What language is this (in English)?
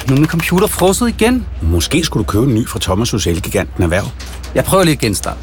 Danish